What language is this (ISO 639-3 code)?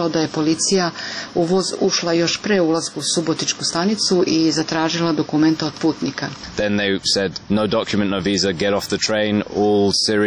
srp